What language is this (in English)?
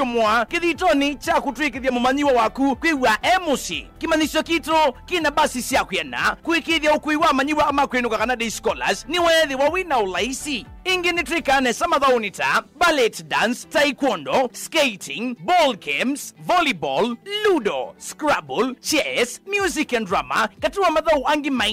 Kamba